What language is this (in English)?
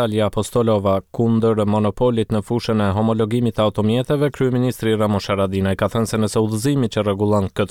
Albanian